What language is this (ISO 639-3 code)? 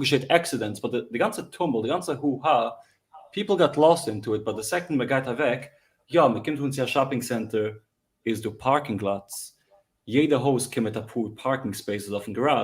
yid